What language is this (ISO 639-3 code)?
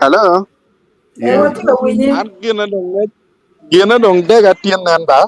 ach